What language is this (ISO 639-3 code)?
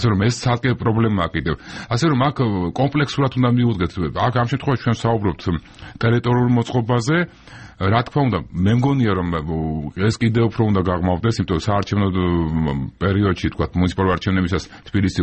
kat